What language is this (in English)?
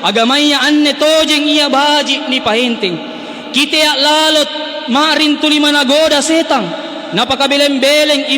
Makasar